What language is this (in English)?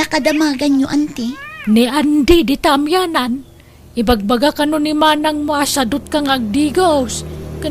Iloko